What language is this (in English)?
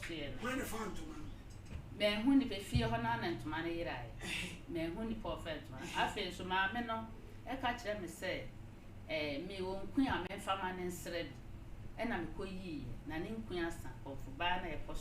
Akan